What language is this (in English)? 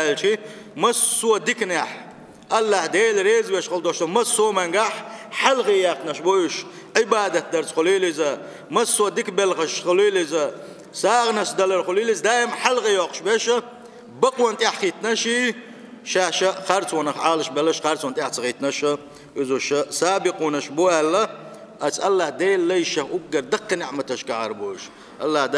Chechen